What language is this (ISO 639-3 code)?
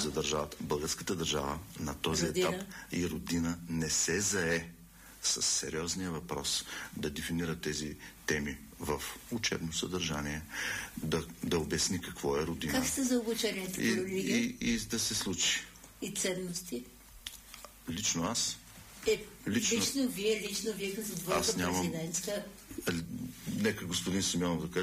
bul